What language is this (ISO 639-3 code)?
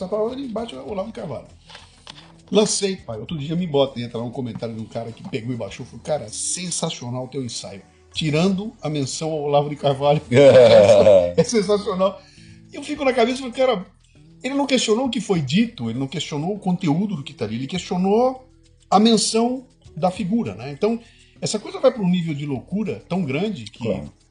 por